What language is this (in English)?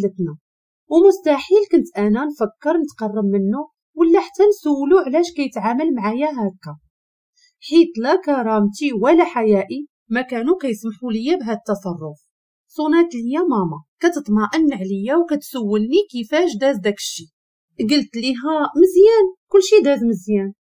Moroccan Arabic